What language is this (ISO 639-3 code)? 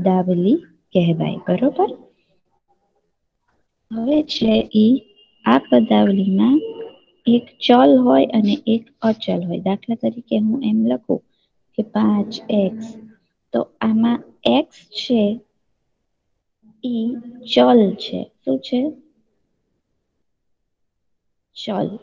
guj